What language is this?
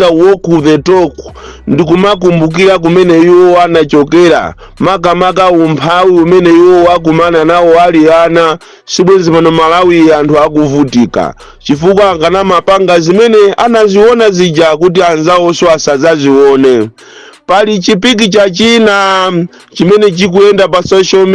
Nyanja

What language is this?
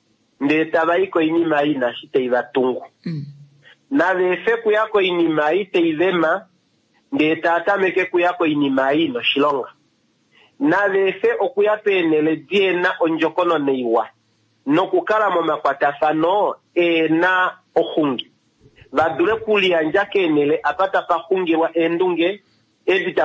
Kuanyama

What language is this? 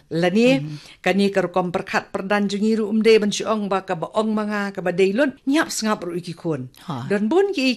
Khasi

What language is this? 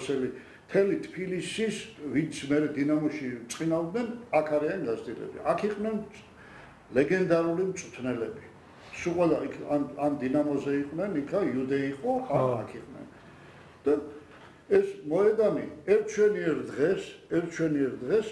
Georgian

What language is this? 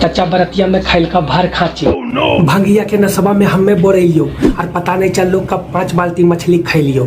Magahi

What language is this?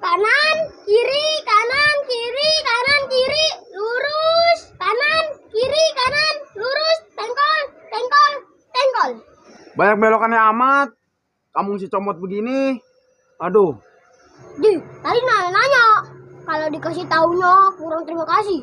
Betawi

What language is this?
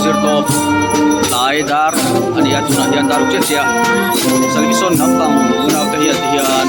Mizo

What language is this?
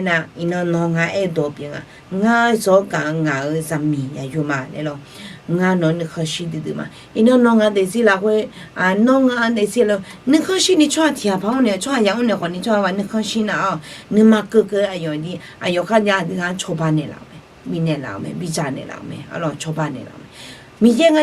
Akha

